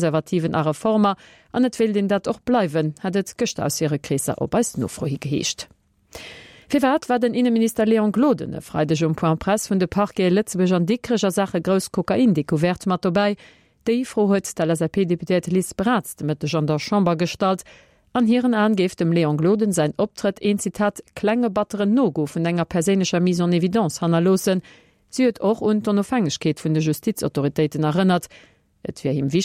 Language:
Luxembourgish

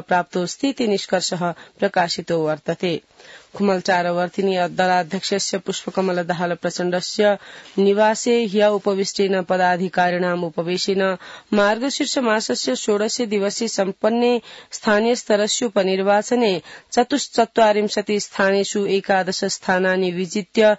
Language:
Sanskrit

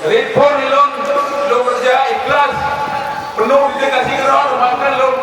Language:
Achinese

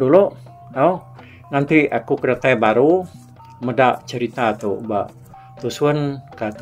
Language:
Iban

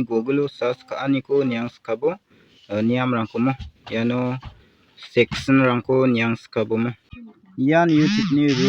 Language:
Garo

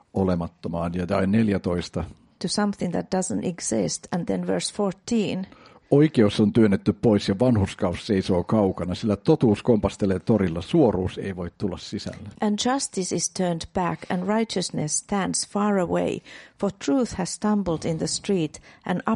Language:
Finnish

